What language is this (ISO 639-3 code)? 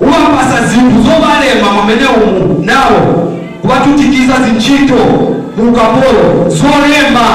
nya